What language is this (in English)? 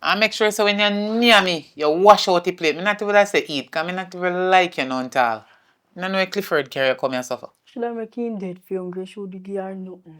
Jamaican Creole English